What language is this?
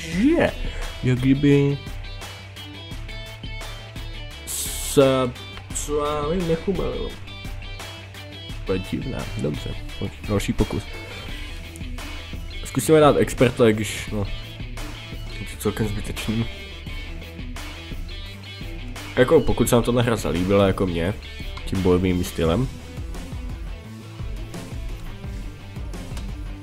Czech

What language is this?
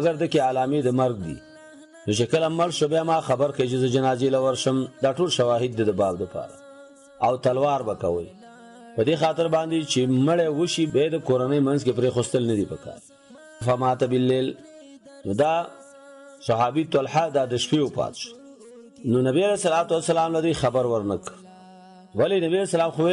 Pashto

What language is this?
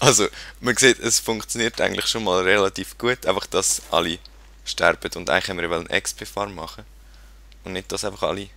Swiss German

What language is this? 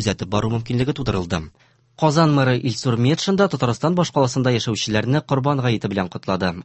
Tatar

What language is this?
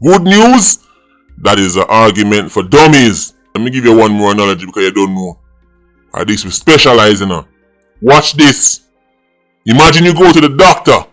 Jamaican Creole English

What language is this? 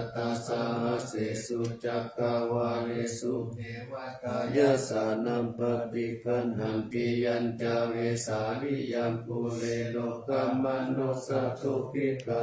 Pali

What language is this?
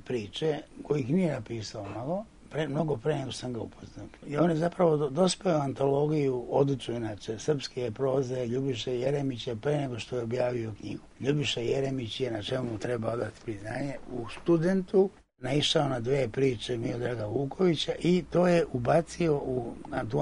Serbian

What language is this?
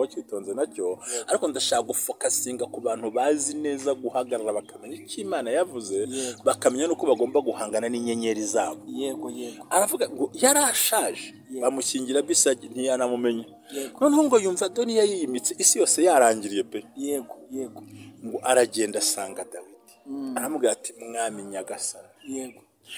Kinyarwanda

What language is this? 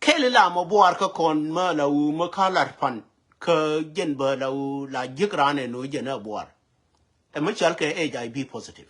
Nuer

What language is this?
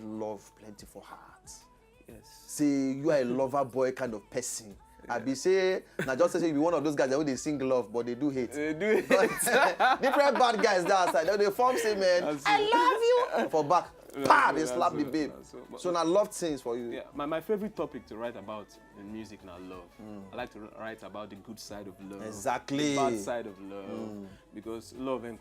Nigerian Pidgin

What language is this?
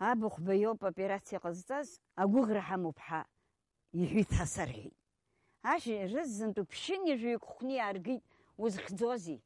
Abkhazian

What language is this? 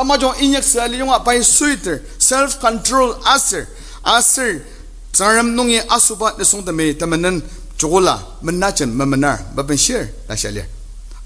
Ao Naga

